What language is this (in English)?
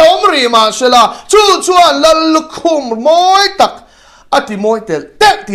Mizo